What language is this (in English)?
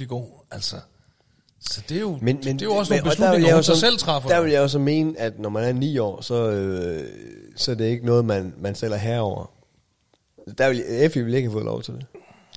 Danish